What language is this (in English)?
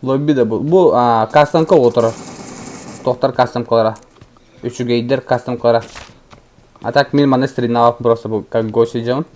Yakut